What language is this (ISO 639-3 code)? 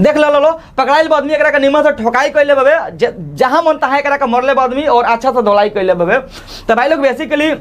bho